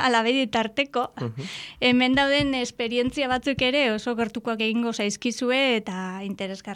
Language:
Basque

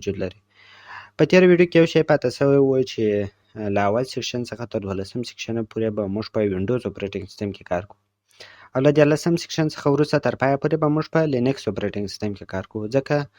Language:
Pashto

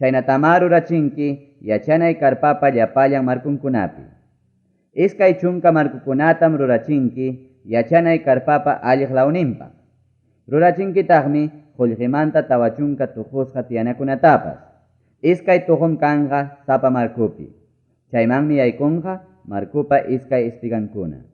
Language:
Ayacucho Quechua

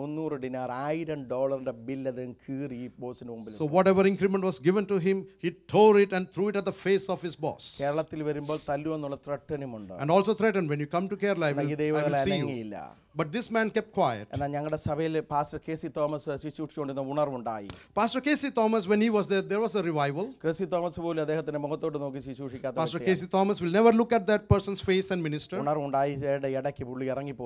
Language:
Malayalam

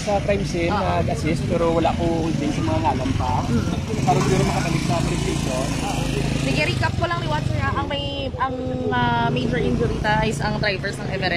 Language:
Hiligaynon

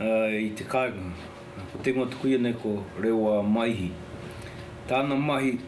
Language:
Māori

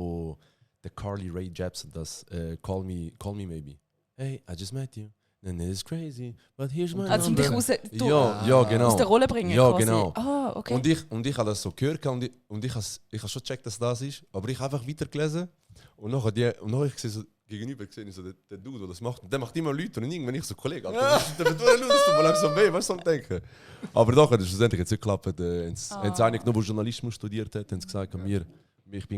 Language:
Swiss German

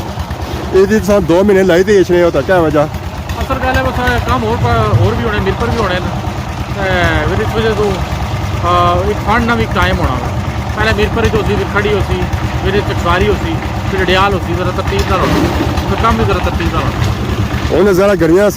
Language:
Pahari-Potwari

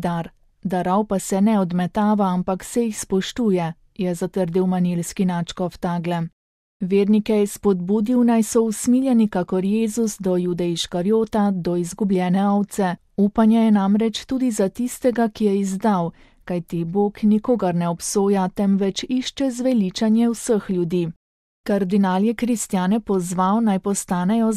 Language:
Slovenian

